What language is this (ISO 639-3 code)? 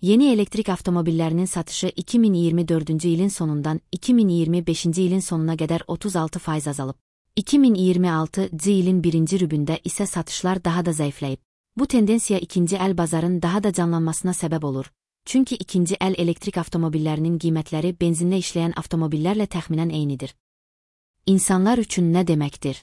aze